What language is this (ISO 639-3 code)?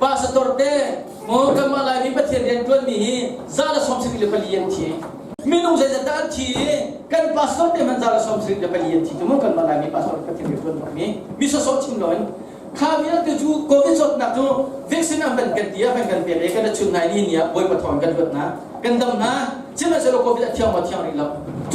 cnh